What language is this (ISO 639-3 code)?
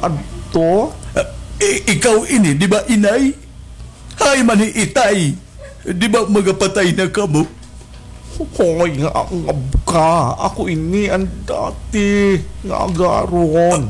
war